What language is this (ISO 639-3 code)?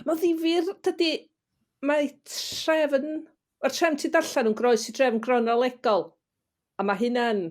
cym